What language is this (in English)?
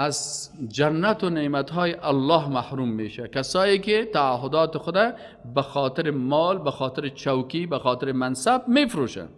Persian